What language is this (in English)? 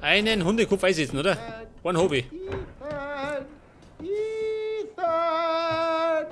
Bavarian